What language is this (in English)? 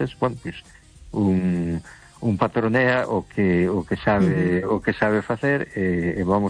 Galician